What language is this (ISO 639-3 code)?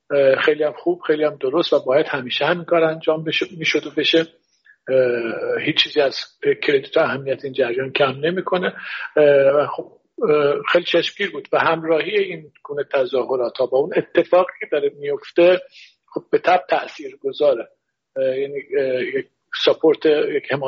fas